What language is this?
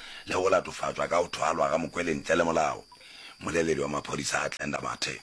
Northern Sotho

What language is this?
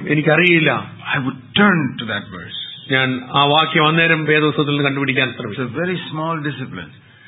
Malayalam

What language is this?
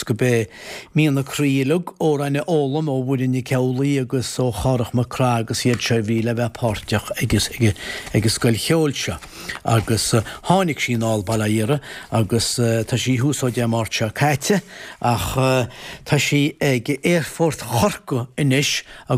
Irish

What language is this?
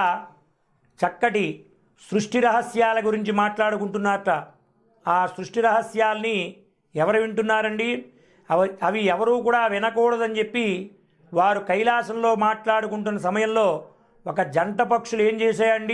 Telugu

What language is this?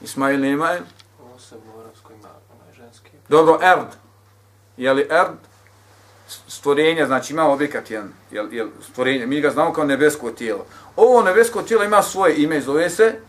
Bosnian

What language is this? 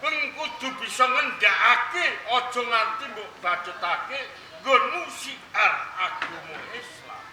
Javanese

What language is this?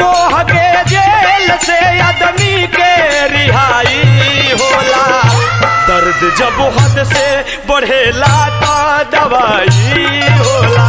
Bhojpuri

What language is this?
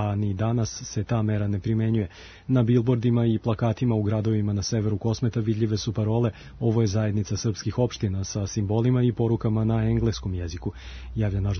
Serbian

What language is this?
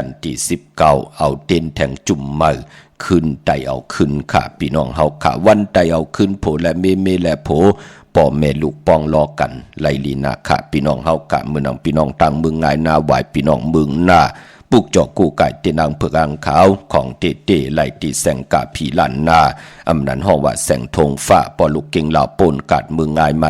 Shan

